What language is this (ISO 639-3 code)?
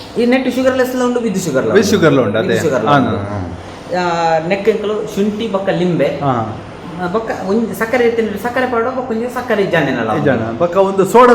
tcy